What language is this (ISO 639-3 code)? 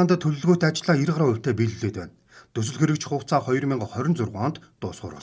mon